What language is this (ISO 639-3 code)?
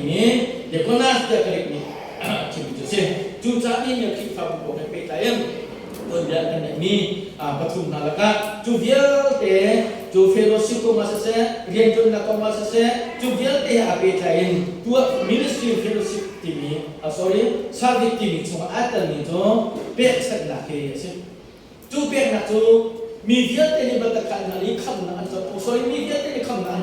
cnh